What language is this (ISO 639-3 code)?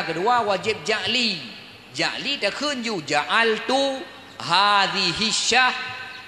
ace